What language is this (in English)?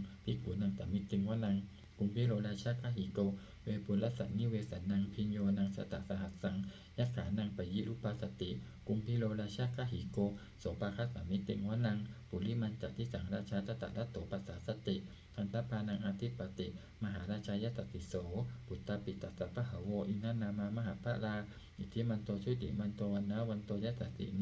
Pali